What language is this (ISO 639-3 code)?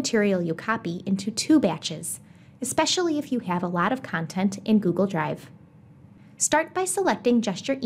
eng